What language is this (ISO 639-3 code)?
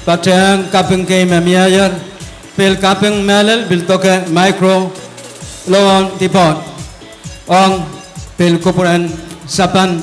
pon